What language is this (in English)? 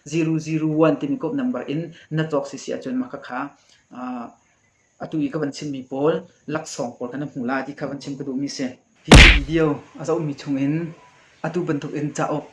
Hakha Chin